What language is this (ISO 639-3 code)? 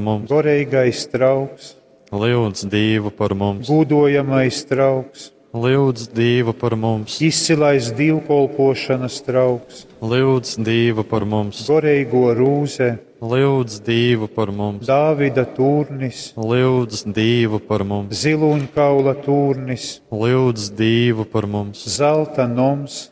ltg